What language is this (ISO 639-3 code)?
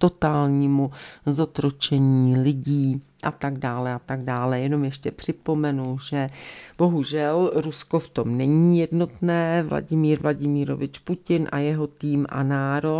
ces